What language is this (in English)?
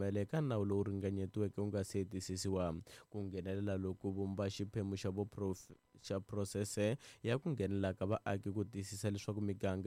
Tsonga